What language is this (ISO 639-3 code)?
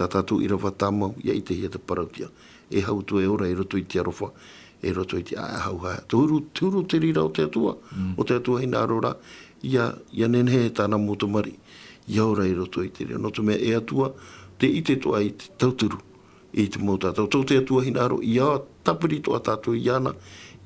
tah